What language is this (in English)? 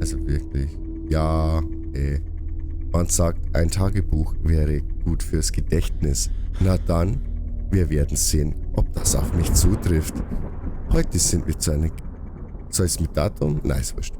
Bavarian